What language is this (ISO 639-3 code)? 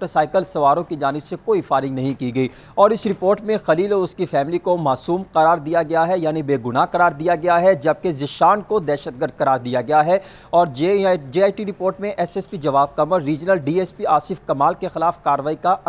urd